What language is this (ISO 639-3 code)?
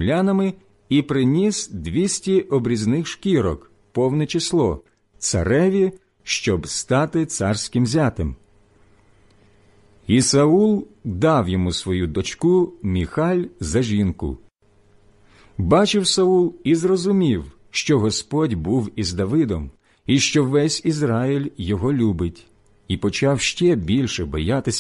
ukr